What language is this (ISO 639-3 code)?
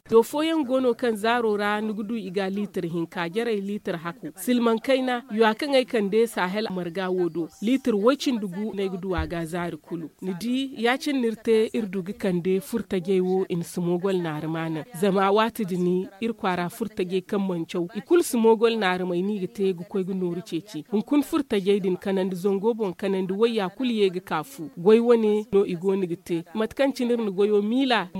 dje